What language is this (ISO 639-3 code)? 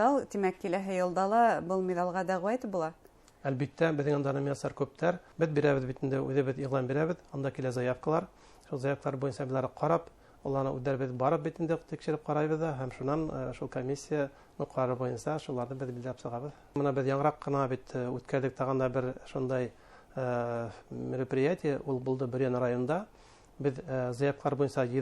bak